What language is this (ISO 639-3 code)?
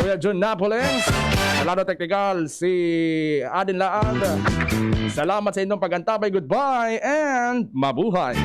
bik